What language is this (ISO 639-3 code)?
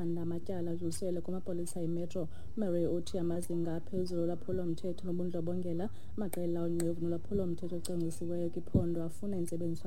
xho